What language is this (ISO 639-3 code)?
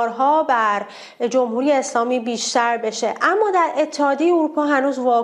fas